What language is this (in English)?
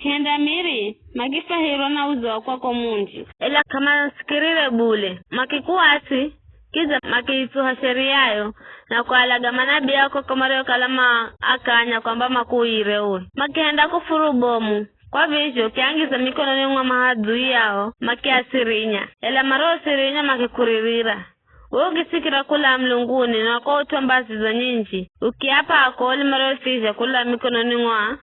Giryama